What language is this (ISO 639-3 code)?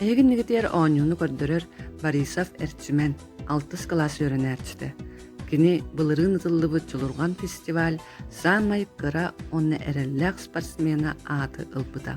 sah